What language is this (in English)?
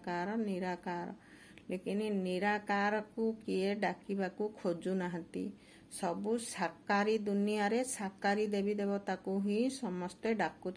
Odia